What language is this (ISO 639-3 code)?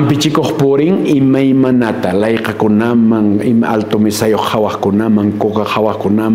que